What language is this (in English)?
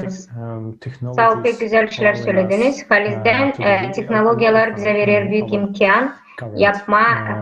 Gagauz